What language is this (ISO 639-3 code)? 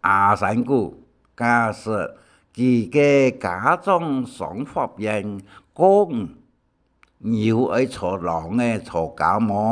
hak